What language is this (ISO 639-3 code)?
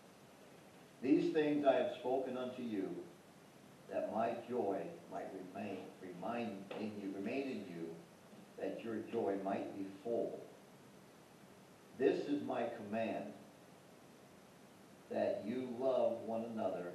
eng